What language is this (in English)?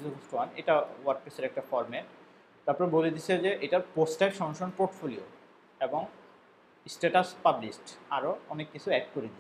Bangla